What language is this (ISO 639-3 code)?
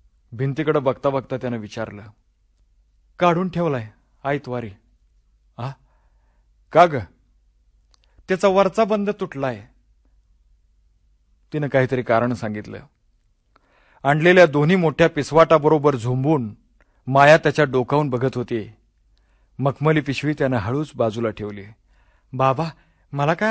mar